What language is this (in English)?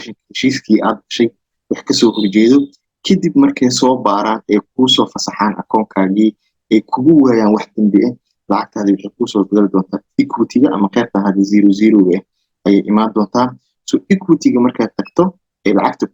Somali